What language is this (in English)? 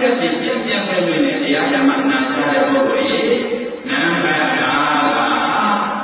Burmese